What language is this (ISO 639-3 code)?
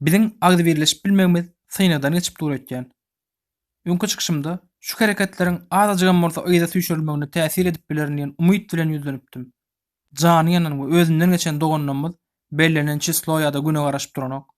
tuk